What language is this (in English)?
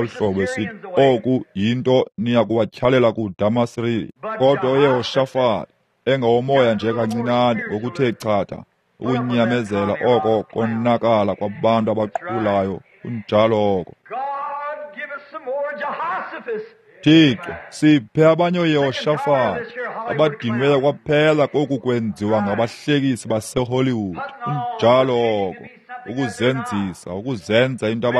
Xhosa